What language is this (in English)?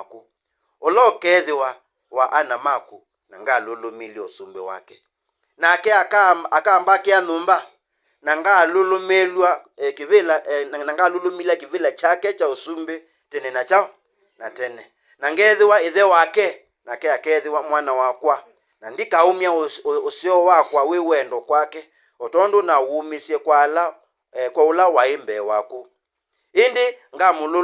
Kamba